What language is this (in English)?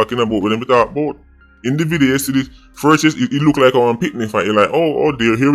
Jamaican Creole English